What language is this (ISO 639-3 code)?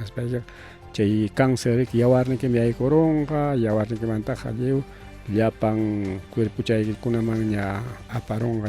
quy